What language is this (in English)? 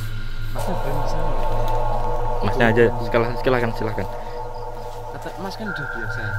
Indonesian